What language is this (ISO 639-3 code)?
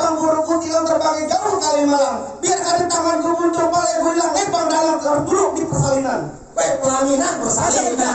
bew